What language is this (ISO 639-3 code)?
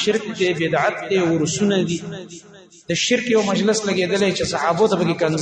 pus